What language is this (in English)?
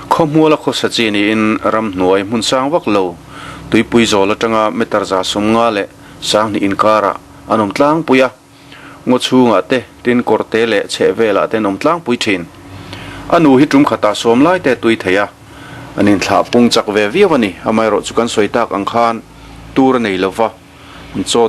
Mizo